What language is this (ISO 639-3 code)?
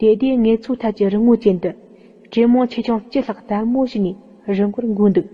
bod